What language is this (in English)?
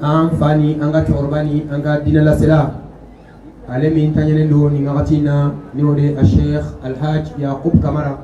Bambara